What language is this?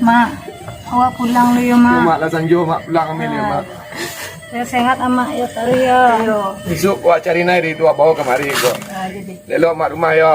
Minangkabau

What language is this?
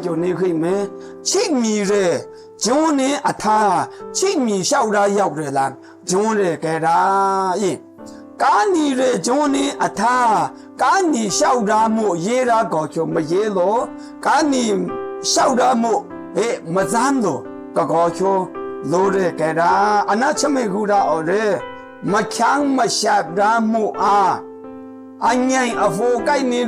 Maru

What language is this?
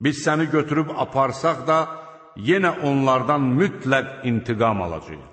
Azerbaijani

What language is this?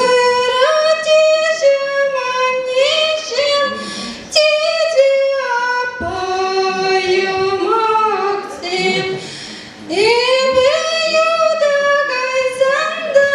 Chuvash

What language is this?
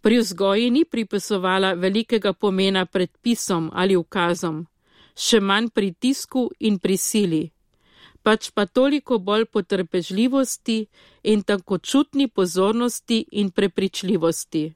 Slovenian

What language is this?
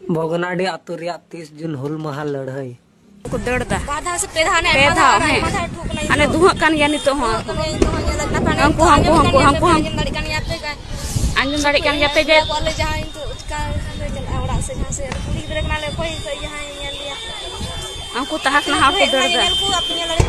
Santali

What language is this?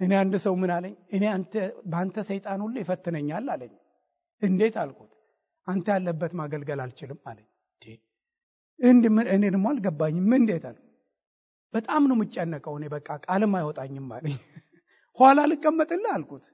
Amharic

